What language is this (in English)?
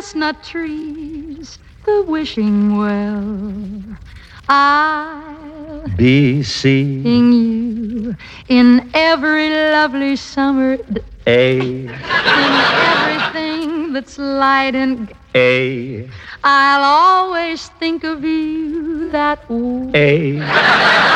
English